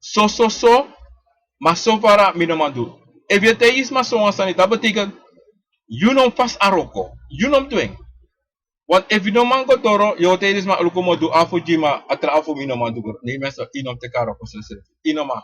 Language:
Sranan Tongo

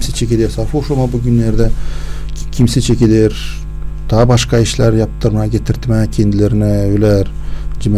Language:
Gagauz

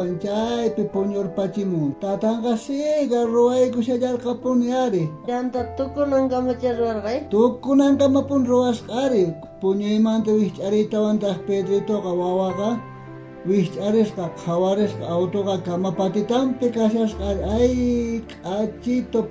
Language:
South Bolivian Quechua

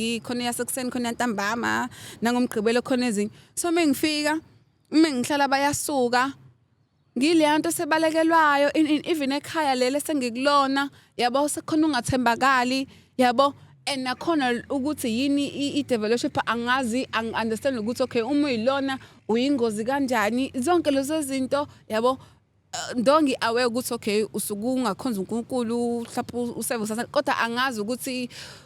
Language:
Zulu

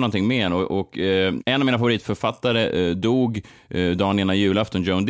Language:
Swedish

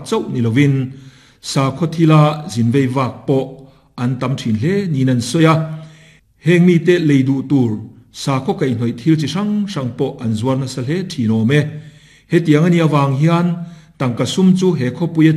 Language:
Mizo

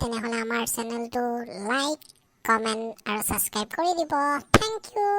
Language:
Assamese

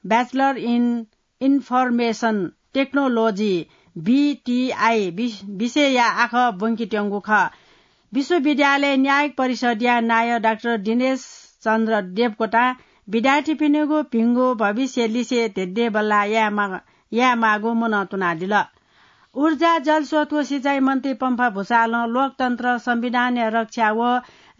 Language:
Newari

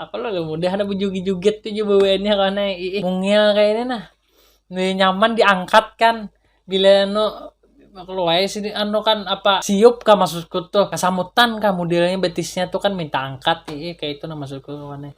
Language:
Banjar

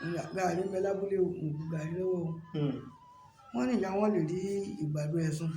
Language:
Yoruba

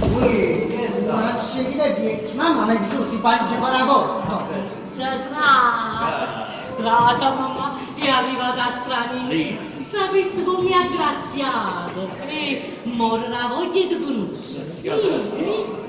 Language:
Neapolitan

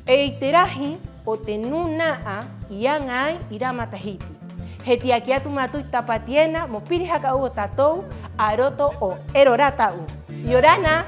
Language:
Rapanui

